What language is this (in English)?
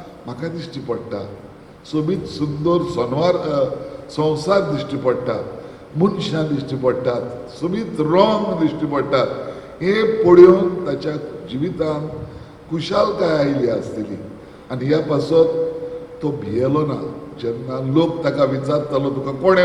Konkani